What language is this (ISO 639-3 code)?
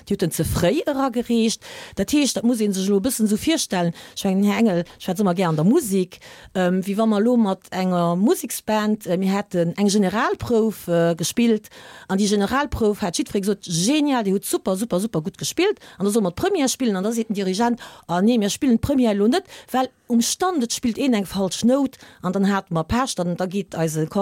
ltz